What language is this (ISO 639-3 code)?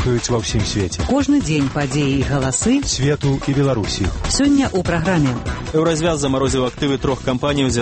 bel